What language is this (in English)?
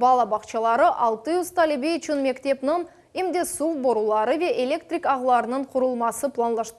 Crimean Tatar